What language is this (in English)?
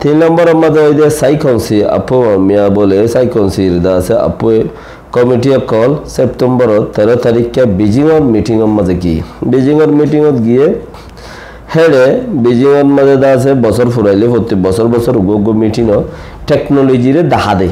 Rohingya